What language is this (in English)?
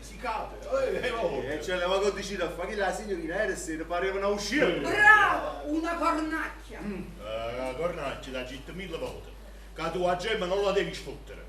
Neapolitan